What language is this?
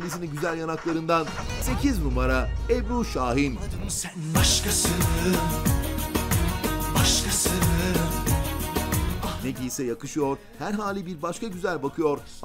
Turkish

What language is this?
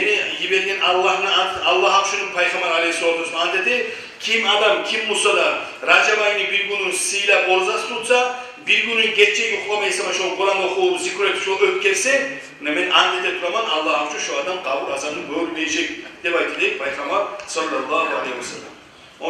Kumyk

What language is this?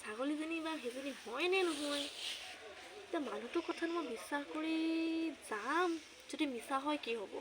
Assamese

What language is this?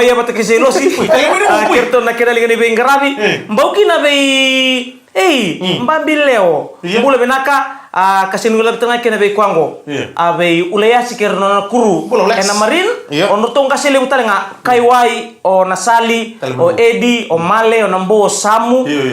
Fijian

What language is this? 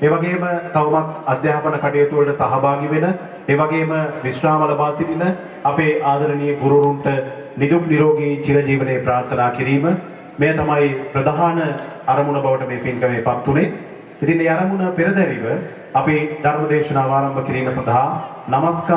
Sinhala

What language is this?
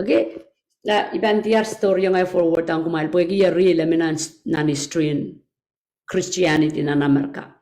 Pohnpeian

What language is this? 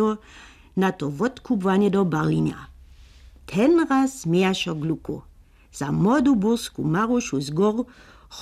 Upper Sorbian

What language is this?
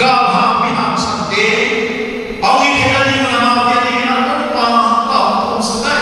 Paite Chin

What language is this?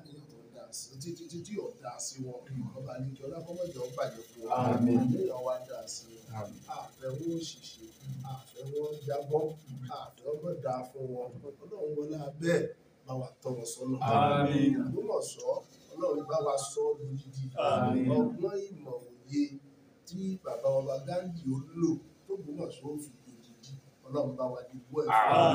Yoruba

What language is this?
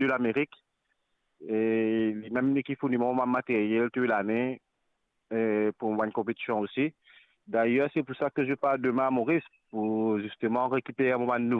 Morisyen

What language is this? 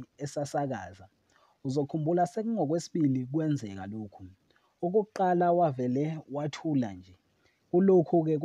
Zulu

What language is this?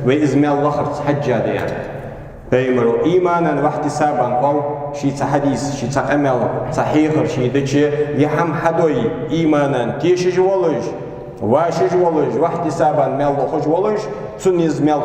Ingush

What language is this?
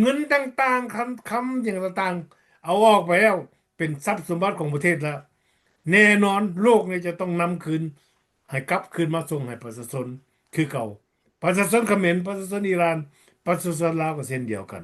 Lao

